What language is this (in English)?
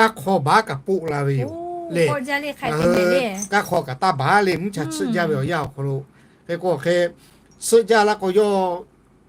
Lahu